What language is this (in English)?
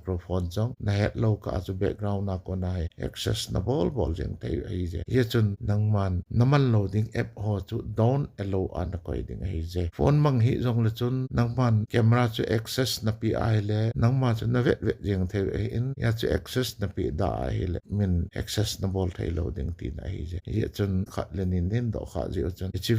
Thado Chin